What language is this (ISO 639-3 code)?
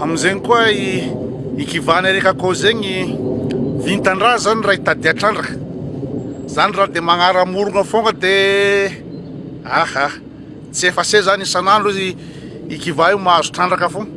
mlg